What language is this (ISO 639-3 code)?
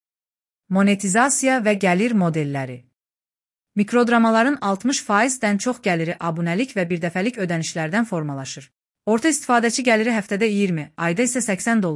aze